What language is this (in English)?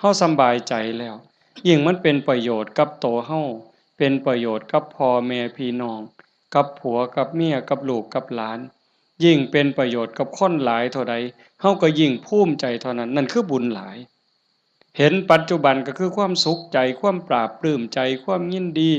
Northeastern Thai